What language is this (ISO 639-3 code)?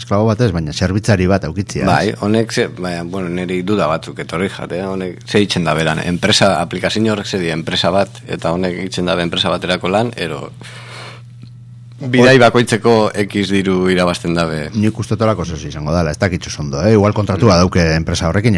eus